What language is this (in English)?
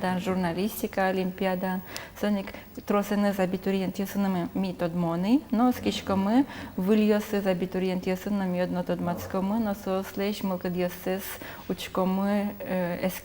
Udmurt